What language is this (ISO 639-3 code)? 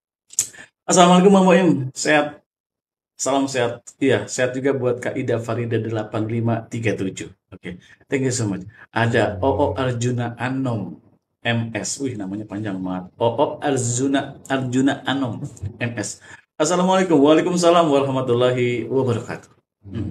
ind